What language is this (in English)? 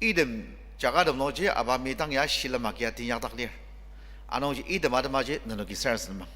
Ao Naga